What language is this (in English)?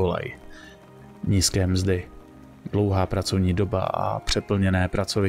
Czech